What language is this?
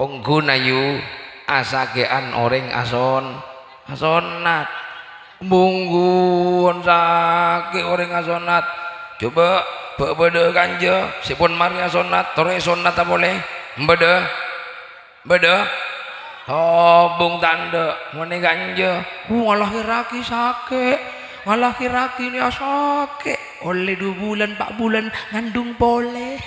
Madurese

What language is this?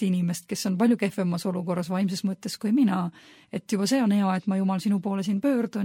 Estonian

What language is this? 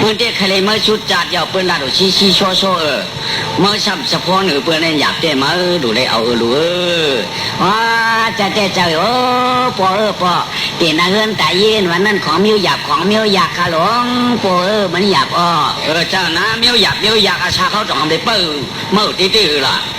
Shan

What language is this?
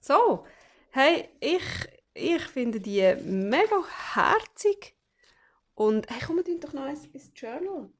Swiss German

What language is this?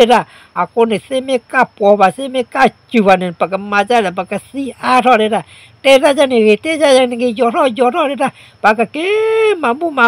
S'gaw Karen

